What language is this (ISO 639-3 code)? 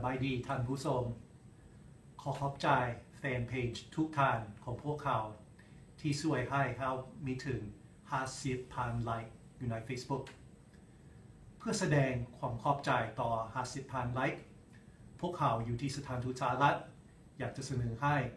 lao